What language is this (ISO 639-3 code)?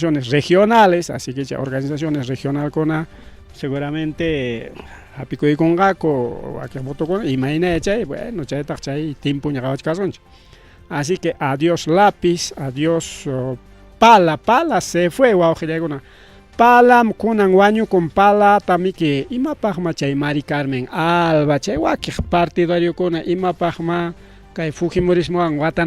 quy